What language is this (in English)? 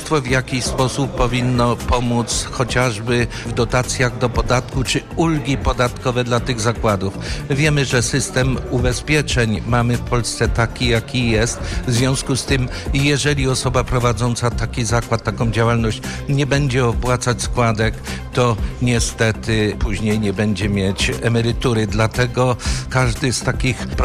Polish